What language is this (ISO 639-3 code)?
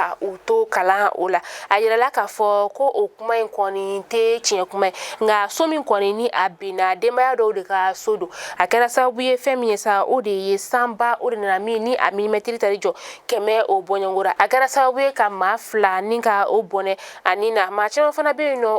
bam